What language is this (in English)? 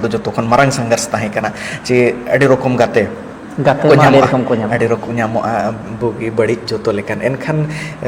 Santali